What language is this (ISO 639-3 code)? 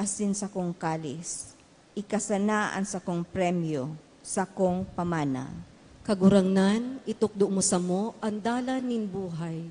bik